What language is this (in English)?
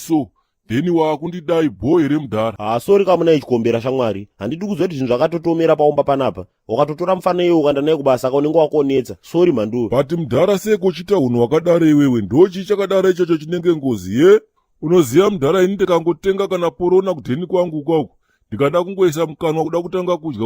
Shona